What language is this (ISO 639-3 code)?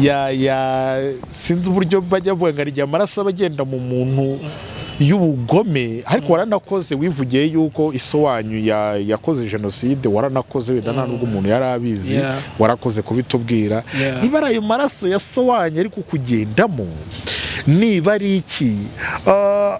kin